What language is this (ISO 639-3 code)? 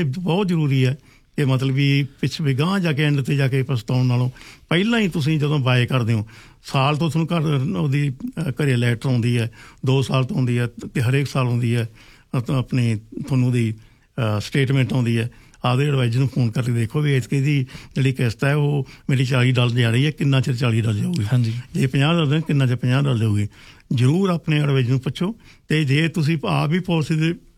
pan